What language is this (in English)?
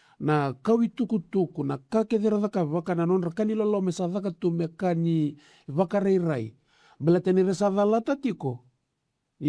Fijian